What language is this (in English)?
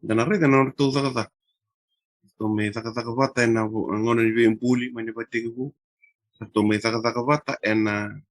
Fijian